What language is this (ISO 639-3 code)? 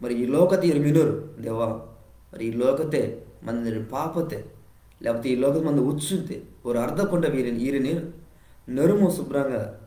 kff